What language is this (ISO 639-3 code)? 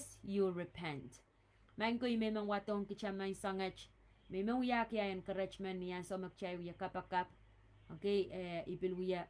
pon